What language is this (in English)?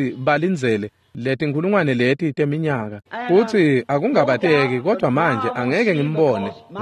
Swati